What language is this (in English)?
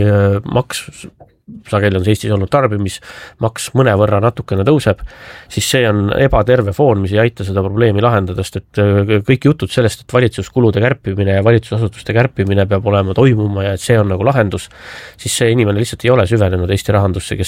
Estonian